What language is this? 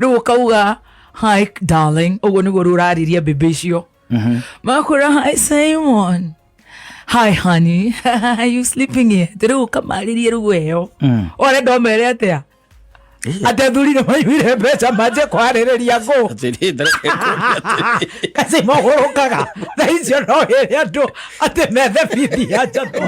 Kikuyu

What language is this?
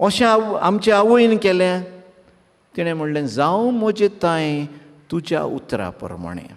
Konkani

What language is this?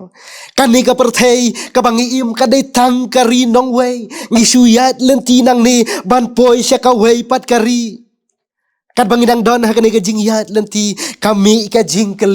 Khasi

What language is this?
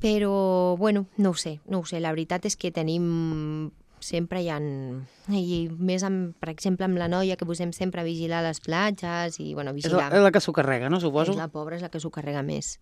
Catalan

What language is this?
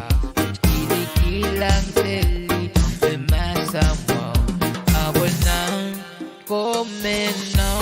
Pohnpeian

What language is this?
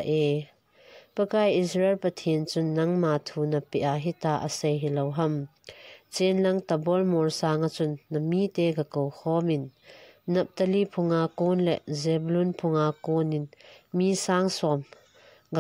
Thado Chin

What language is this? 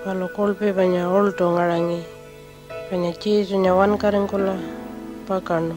Pitjantjatjara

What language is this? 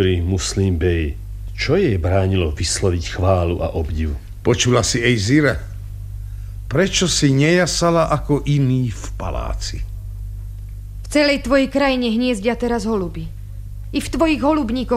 Slovak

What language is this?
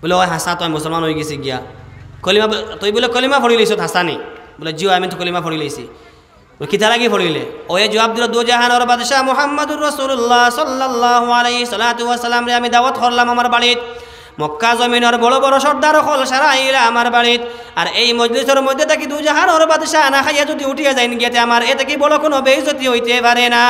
Sylheti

